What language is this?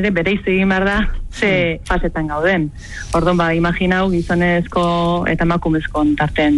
Basque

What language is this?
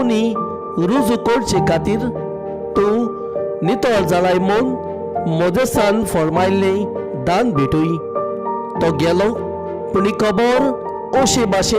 Konkani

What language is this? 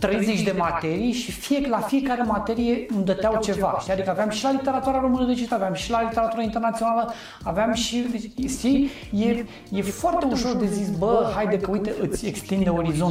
Romanian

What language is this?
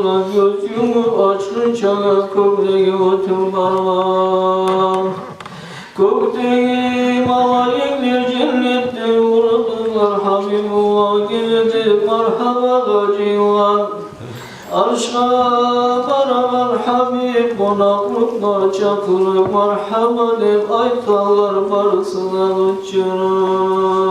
Kumyk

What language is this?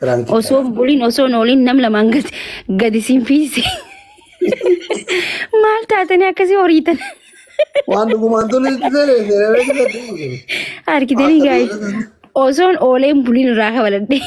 Oromo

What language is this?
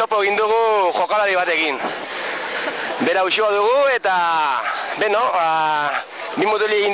Basque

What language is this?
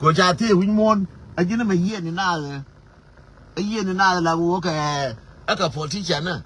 Nuer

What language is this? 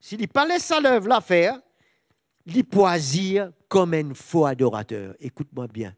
Morisyen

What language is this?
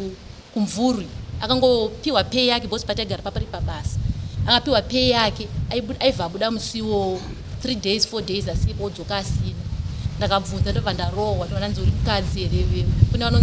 Shona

